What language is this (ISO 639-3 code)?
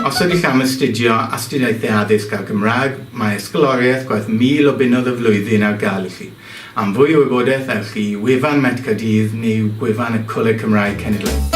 cym